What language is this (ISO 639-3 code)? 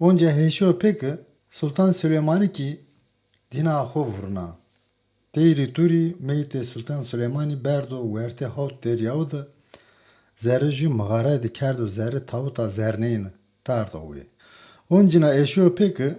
zza